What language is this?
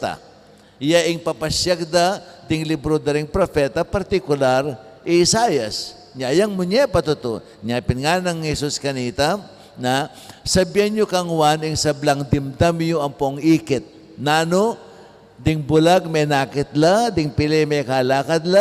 Pampanga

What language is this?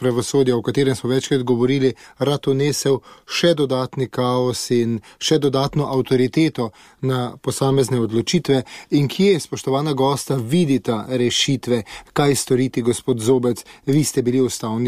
Slovenian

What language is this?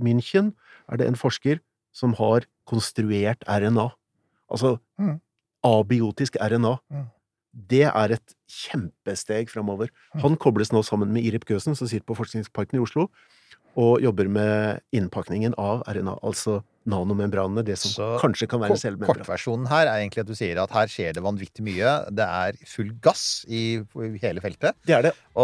Norwegian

